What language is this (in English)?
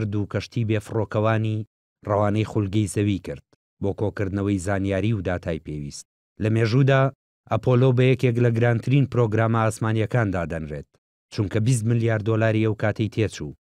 Central Kurdish